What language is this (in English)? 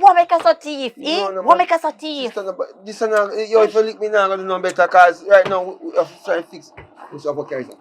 Jamaican Creole English